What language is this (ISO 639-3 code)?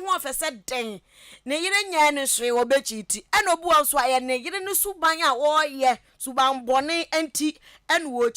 aka